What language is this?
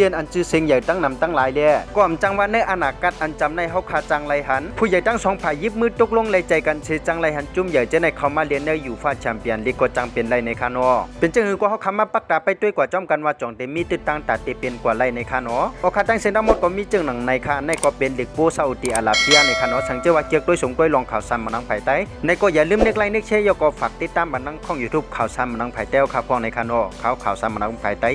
Shan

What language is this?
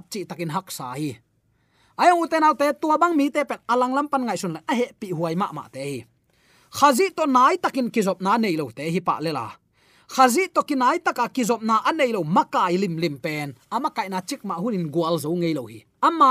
Tedim Chin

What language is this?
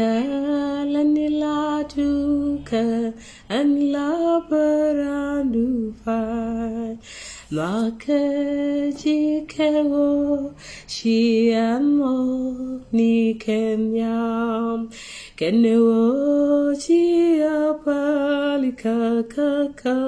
Nuer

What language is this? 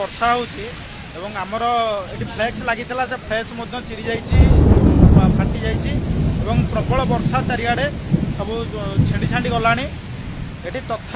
Odia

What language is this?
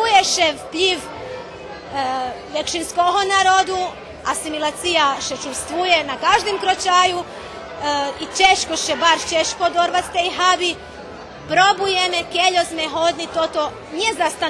Rusyn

